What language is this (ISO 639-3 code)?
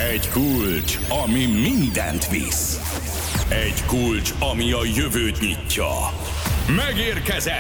hun